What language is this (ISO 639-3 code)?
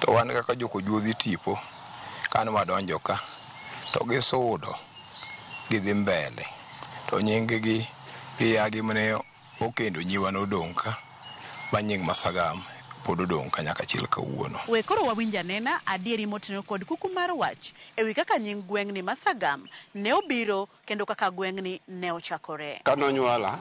luo